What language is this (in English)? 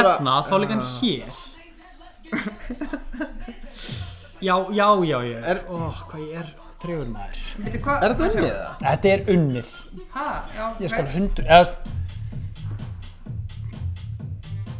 Icelandic